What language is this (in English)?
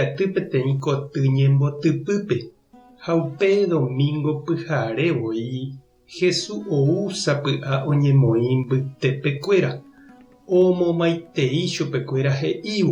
Guarani